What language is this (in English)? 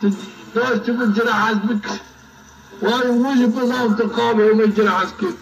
Zaza